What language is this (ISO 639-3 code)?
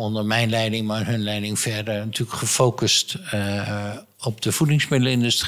nld